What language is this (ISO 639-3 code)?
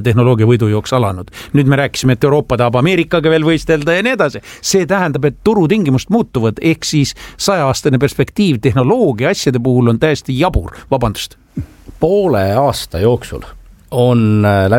est